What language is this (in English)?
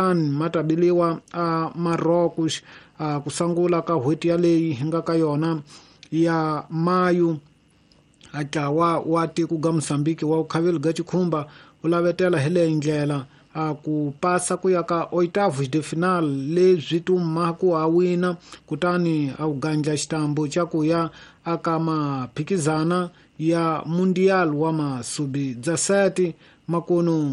Tsonga